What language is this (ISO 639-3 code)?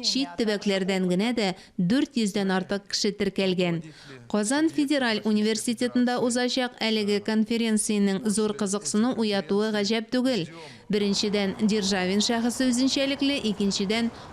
tat